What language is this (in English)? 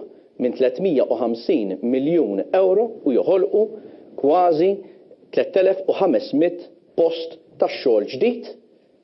Maltese